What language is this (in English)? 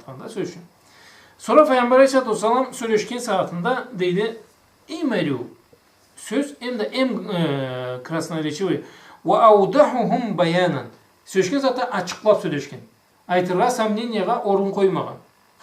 Karachay-Balkar